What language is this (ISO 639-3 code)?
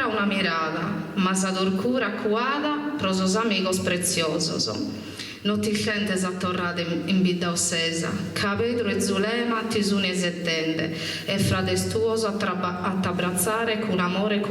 srd